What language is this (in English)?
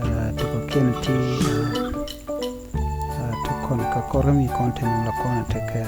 Nuer